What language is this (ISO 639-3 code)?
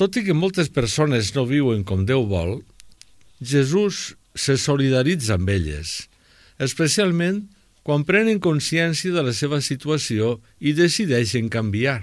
cat